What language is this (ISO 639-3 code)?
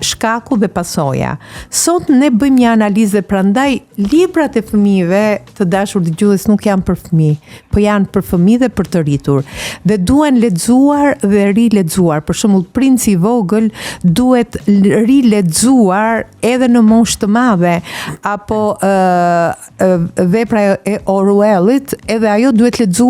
sqi